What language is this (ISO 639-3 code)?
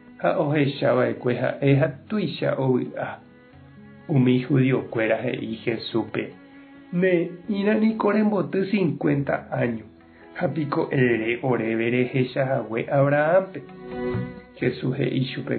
grn